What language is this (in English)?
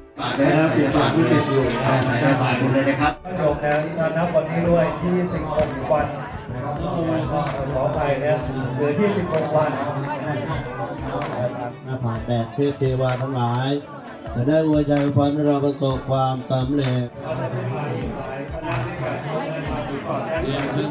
Thai